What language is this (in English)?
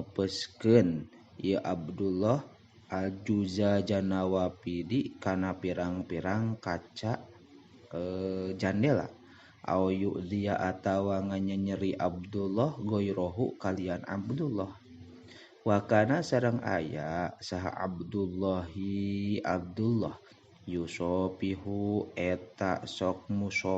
Sundanese